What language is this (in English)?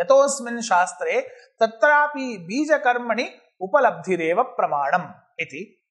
Sanskrit